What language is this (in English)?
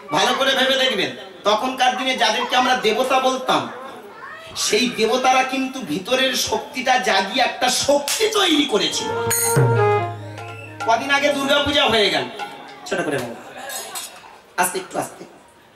Bangla